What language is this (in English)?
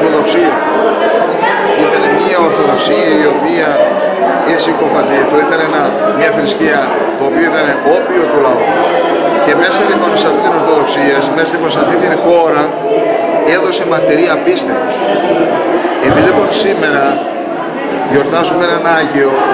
Greek